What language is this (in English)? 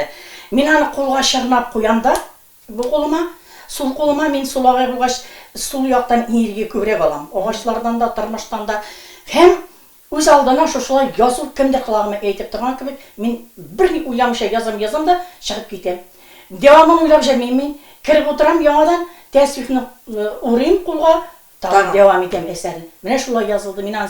Tatar